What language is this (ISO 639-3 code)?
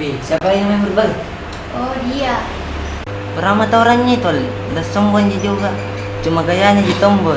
mfp